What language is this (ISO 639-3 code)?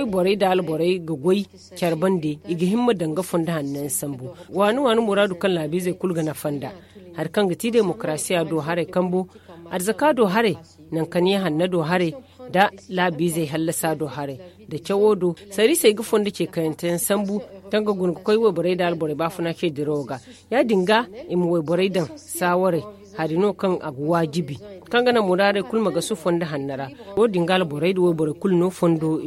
dje